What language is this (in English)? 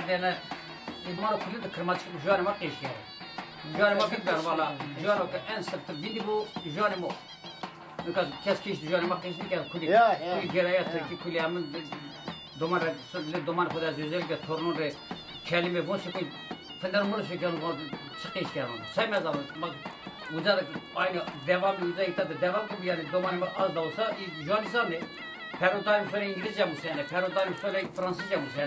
Zaza